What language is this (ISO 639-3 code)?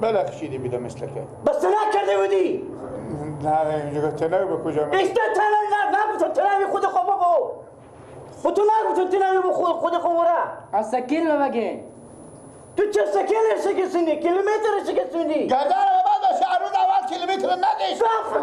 fas